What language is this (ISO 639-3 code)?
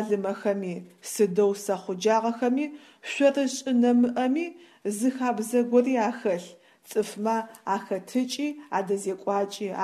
ady